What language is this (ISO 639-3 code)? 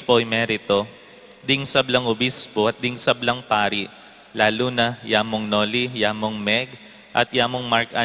pam